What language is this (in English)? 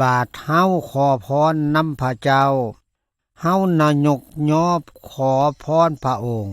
Lao